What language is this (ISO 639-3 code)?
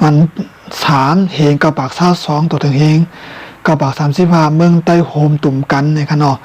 shn